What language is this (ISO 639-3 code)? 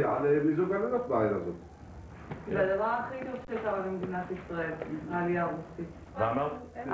heb